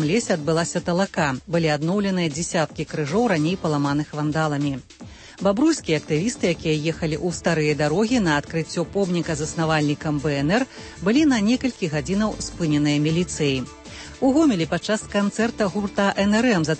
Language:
Belarusian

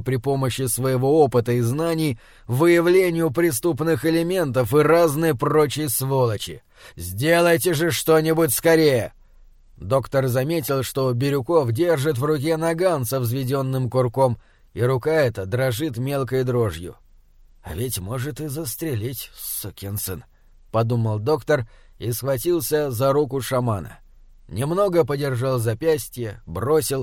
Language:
Russian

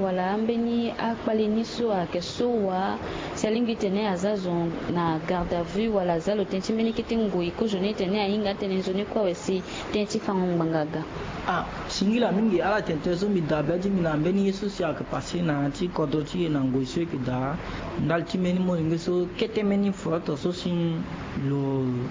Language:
Sango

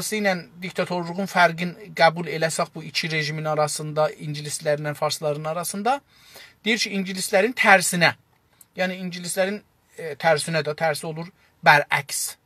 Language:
South Azerbaijani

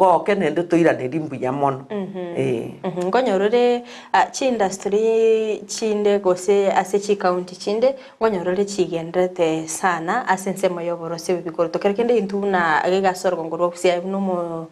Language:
Gusii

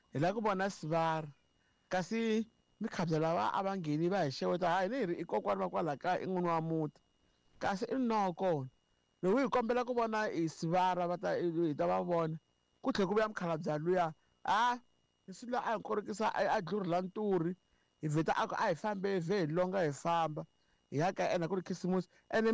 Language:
Tsonga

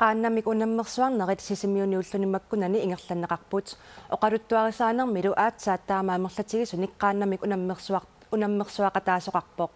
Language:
Kalaallisut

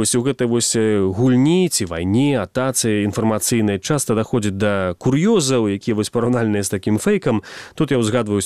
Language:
Belarusian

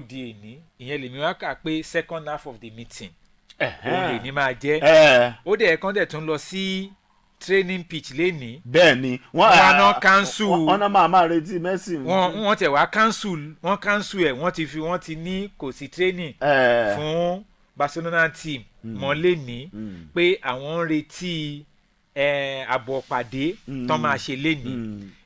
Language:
Yoruba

